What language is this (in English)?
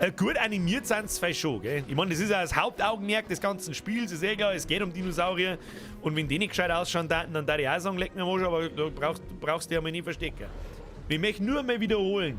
Bavarian